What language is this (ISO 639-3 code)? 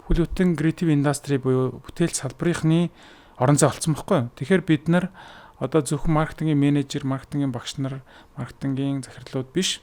mon